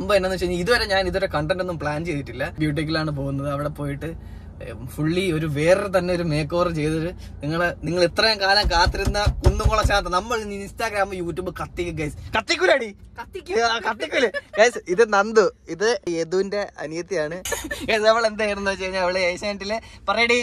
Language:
Malayalam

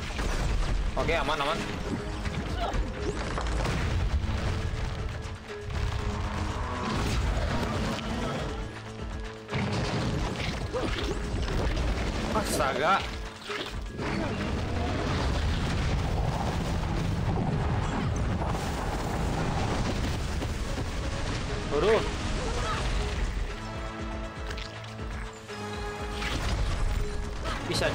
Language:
Indonesian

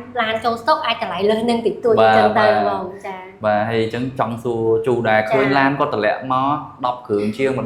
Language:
Khmer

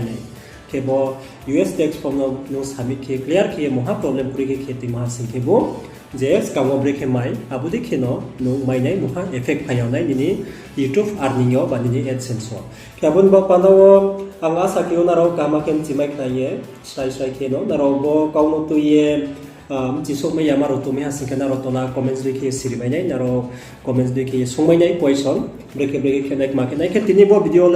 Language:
Riang (India)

